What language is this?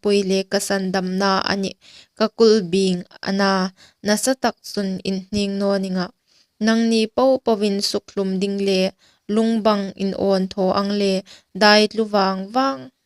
Hmar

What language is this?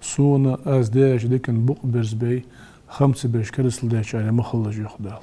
Ingush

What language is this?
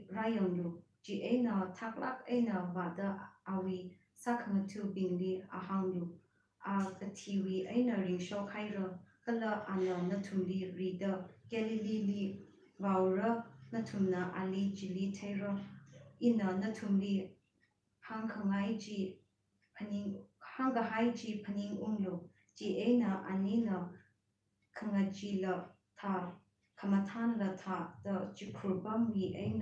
Tangkhul Naga (India)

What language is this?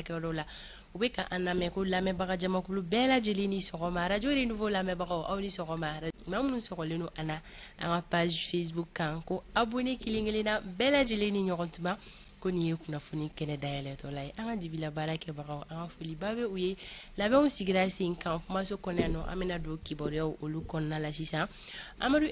Bambara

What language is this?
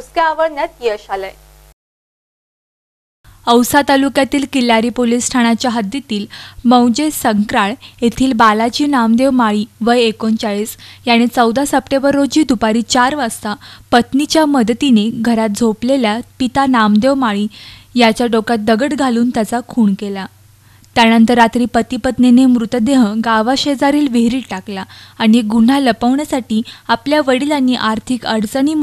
Marathi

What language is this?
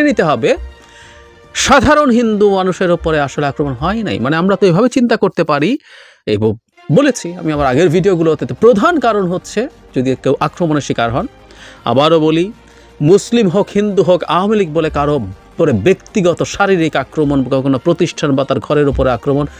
Bangla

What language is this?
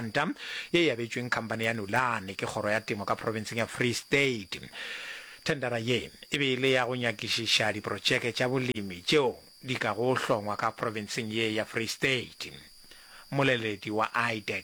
Northern Sotho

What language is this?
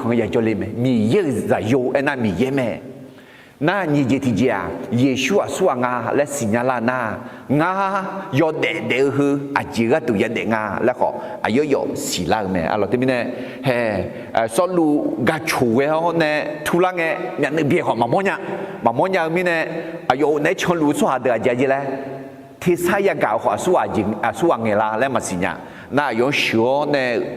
Akha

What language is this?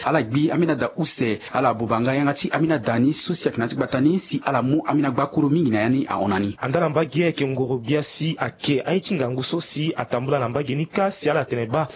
Sango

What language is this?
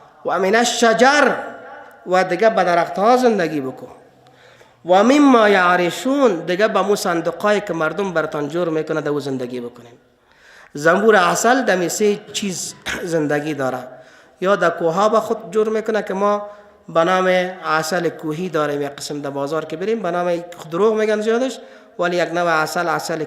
Persian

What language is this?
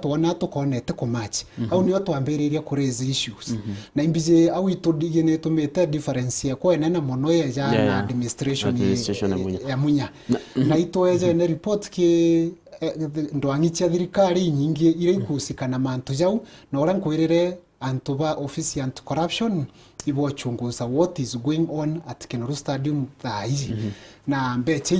Meru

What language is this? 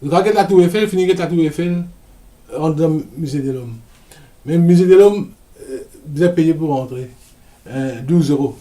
Morisyen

